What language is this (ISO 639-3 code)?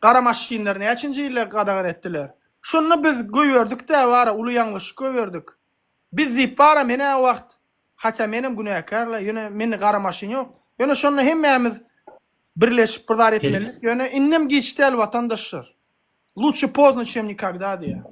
tuk